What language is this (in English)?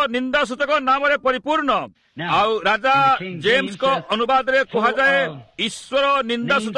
Odia